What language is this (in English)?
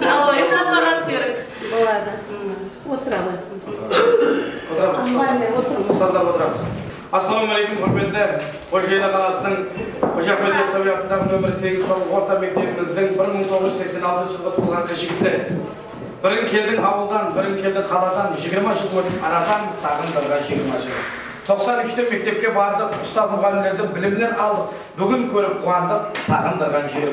Kazakh